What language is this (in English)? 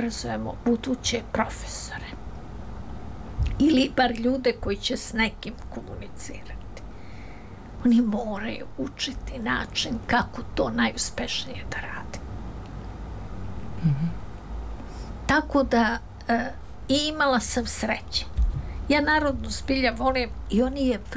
Serbian